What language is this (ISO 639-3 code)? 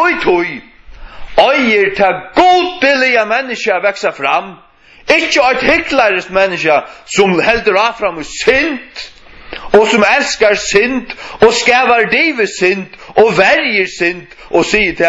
fao